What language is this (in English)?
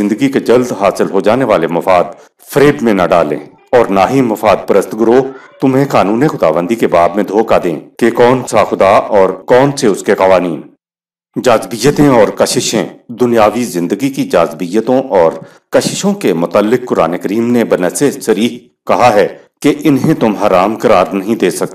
Urdu